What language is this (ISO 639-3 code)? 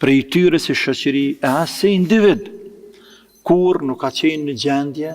sqi